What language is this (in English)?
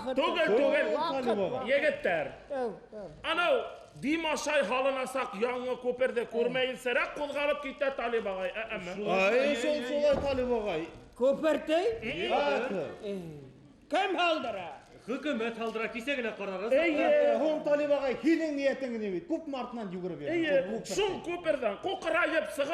Bashkir